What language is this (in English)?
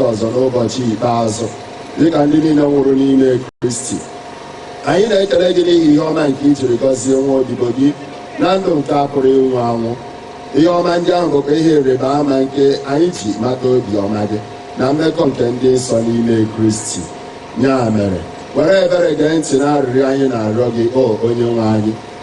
Igbo